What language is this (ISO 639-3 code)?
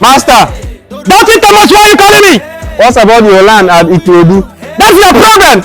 pcm